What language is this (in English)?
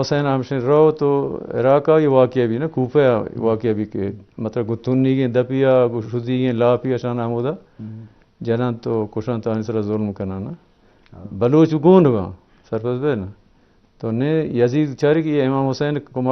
Baluchi